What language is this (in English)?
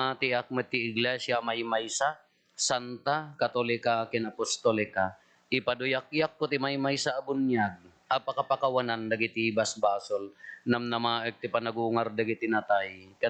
Iloko